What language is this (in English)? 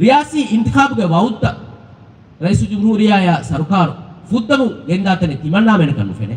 Divehi